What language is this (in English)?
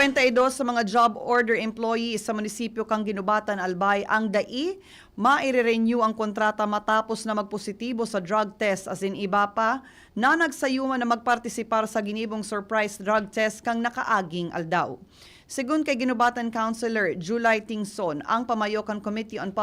Bikol